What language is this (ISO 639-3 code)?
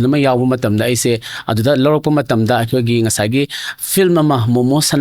mni